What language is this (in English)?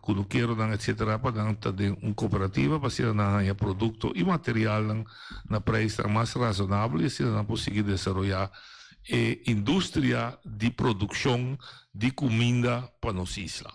Papiamento